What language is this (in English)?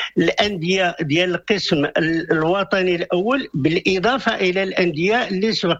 Moroccan Arabic